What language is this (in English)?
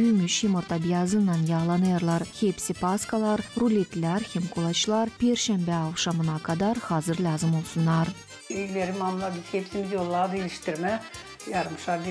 Gagauz